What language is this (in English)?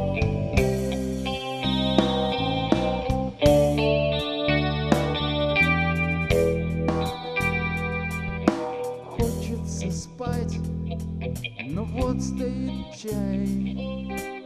Russian